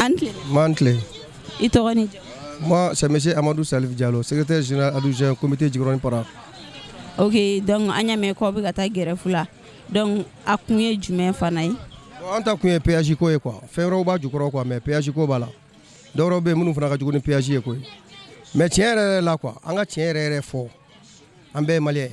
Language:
Bambara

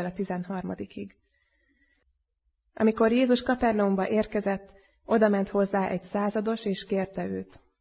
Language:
Hungarian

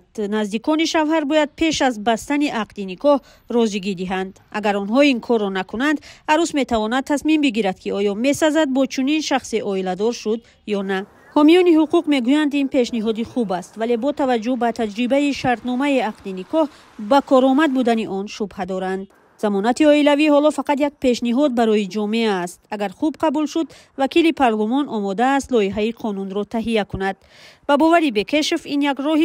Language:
Tajik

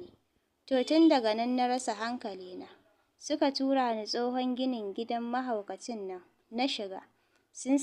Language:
Hausa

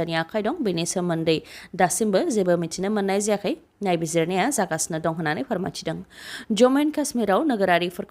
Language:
Bodo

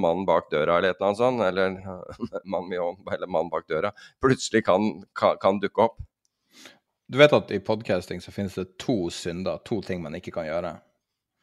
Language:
Norwegian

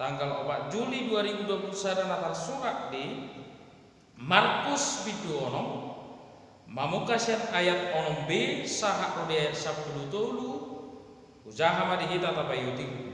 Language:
Batak Toba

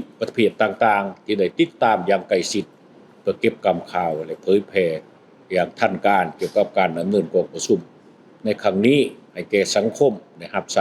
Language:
Lao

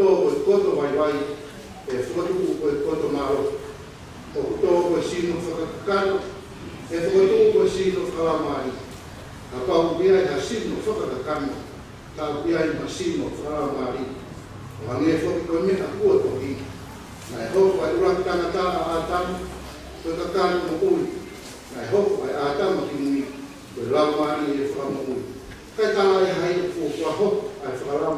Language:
Tongan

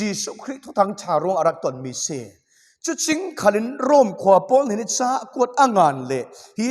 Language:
Falam Chin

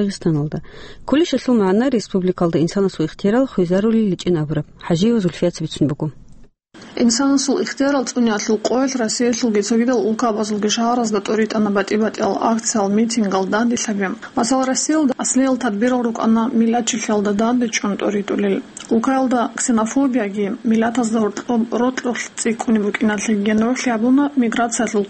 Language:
Avaric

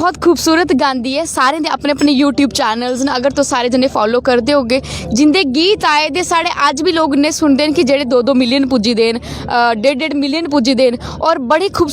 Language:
Dogri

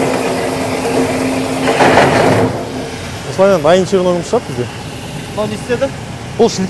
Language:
Kazakh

